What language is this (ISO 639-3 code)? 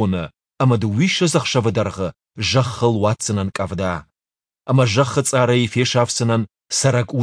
oss